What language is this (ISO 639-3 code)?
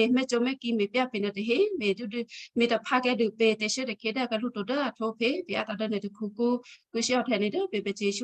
kyu